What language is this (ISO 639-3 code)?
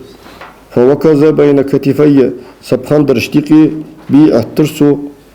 inh